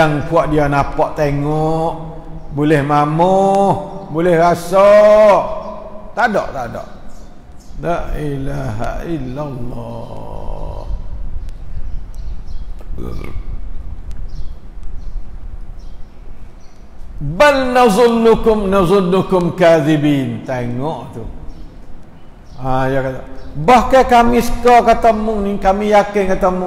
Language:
Malay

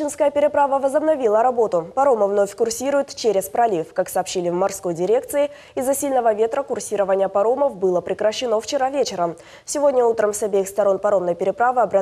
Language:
Russian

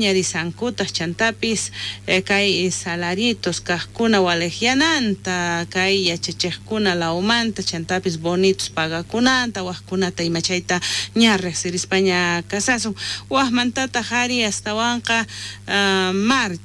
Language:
South Bolivian Quechua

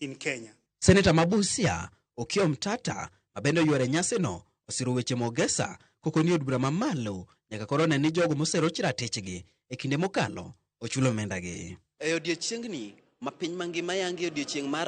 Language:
Luo (Kenya and Tanzania)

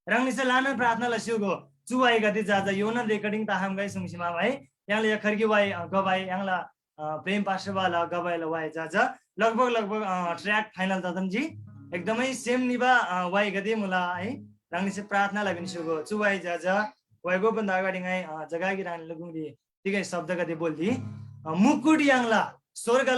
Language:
Eastern Tamang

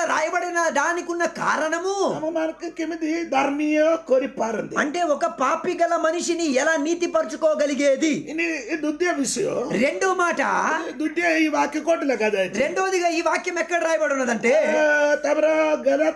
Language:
Telugu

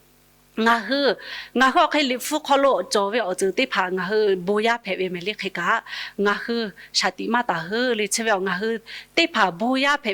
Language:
Lahu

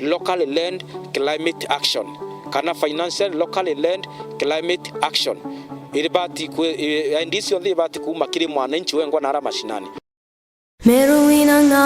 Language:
Meru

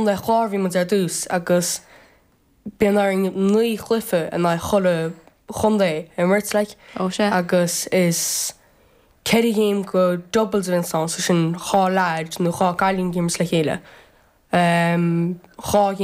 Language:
Irish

